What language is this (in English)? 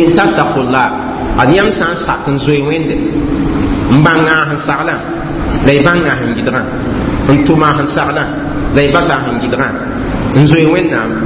Mossi